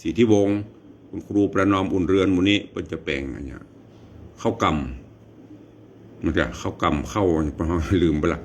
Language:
Northern Thai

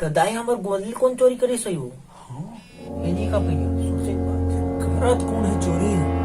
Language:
Chhattisgarhi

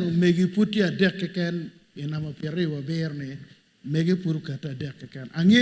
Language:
Acoli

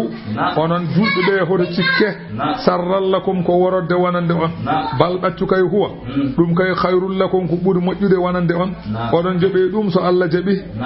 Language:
Fula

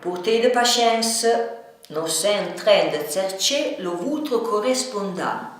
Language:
Arpitan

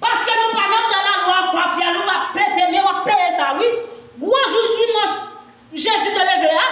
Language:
Haitian Creole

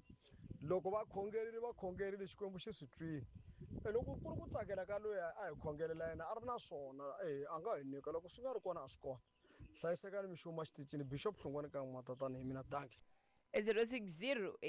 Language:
Tsonga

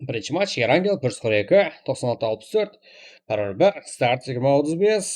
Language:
Kara-Kalpak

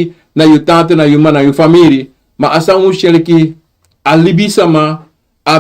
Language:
Sranan Tongo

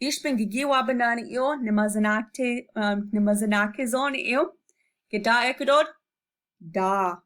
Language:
Chippewa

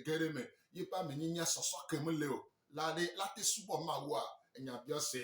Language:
Gen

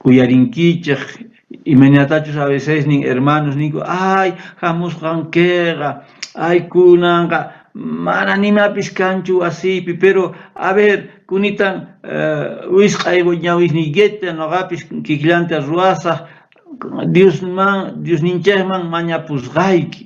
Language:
South Bolivian Quechua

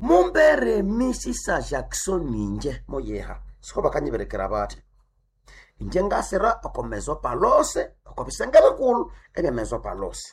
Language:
Nande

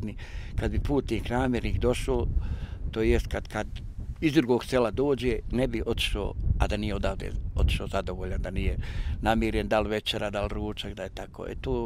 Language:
Bosnian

